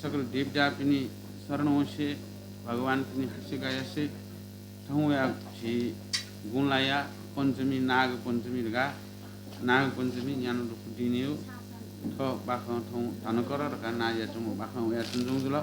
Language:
Newari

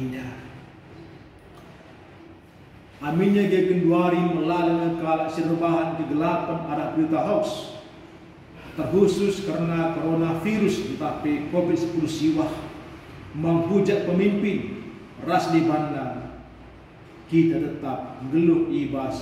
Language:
Batak Karo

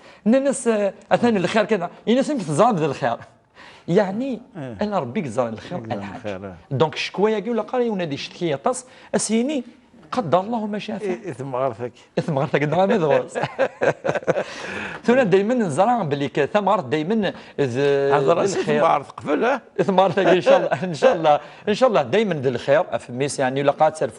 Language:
Kabyle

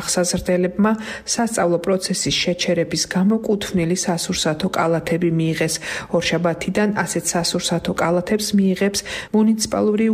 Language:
Georgian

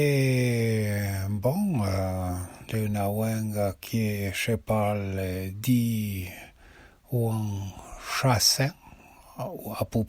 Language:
Arpitan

